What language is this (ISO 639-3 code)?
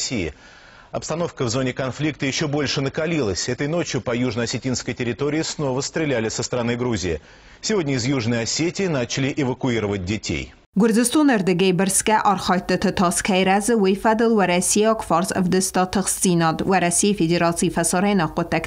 oss